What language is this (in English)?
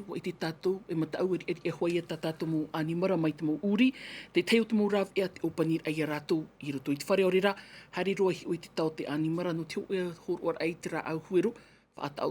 Tahitian